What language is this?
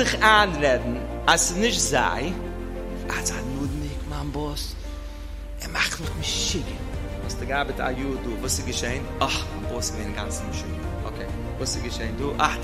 Yiddish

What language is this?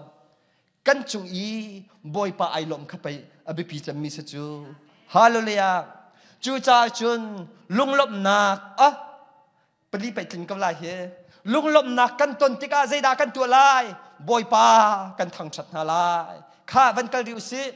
Hakha Chin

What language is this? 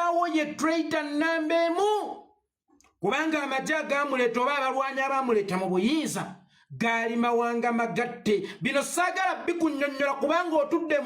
Ganda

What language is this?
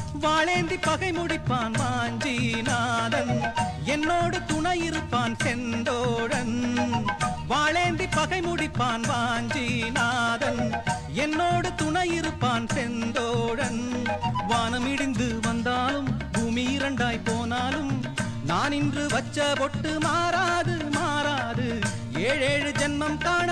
Tamil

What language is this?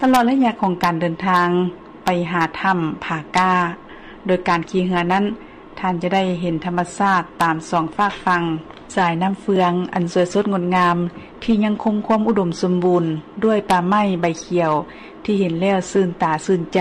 Lao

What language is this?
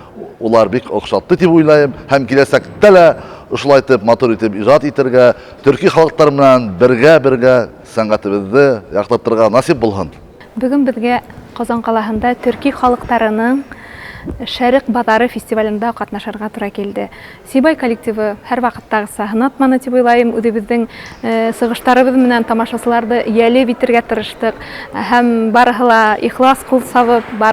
Bashkir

